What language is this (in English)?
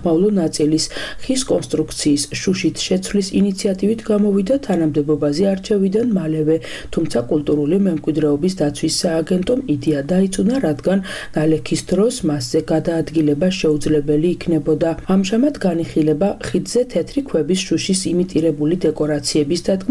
Georgian